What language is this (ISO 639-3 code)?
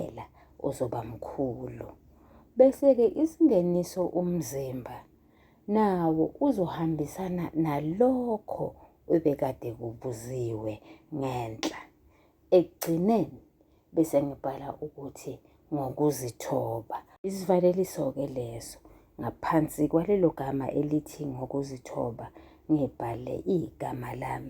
zul